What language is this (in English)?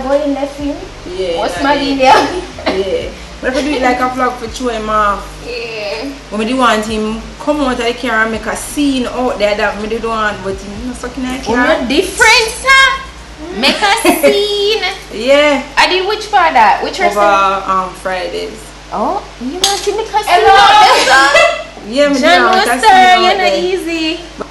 Jamaican Creole English